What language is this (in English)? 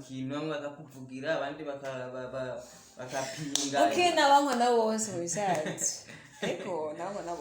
Rundi